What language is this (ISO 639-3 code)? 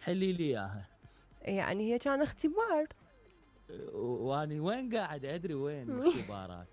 acm